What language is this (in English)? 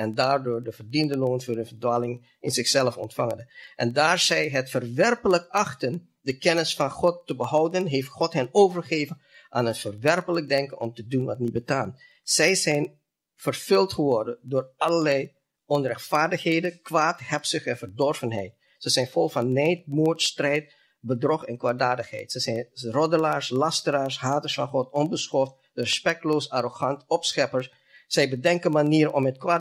Dutch